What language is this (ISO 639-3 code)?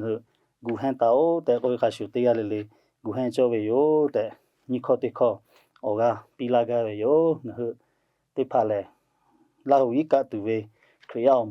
lhu